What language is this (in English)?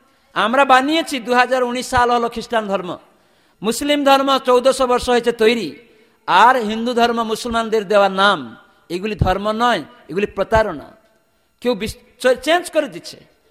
Bangla